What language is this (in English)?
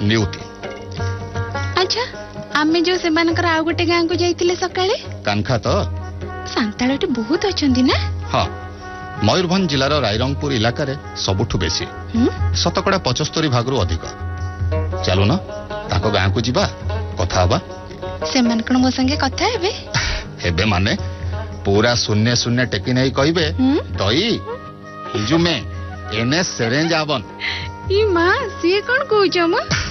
Odia